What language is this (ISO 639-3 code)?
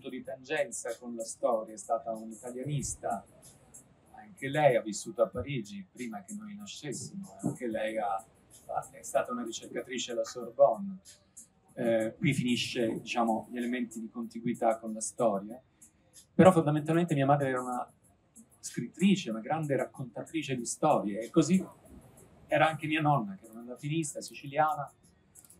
ita